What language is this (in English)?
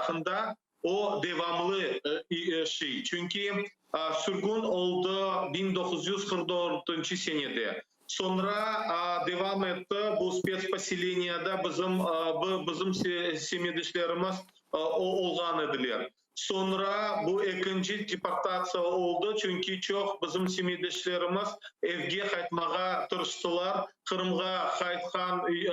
Crimean Tatar